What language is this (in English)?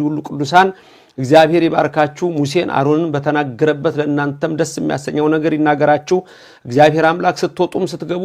Amharic